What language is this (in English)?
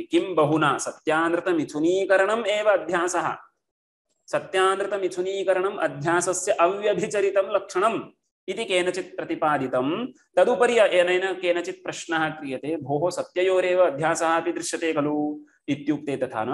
Sanskrit